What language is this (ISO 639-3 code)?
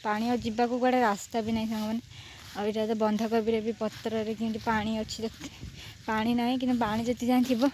ori